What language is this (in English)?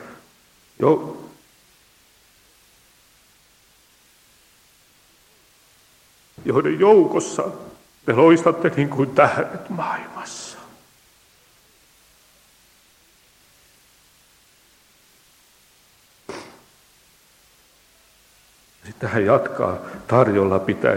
Finnish